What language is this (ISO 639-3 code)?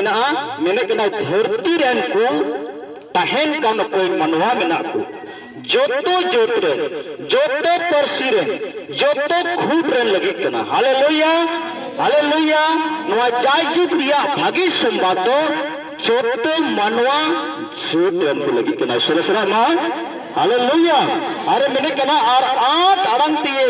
sat